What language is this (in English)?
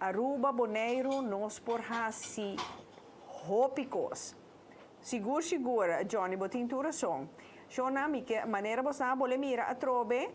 Papiamento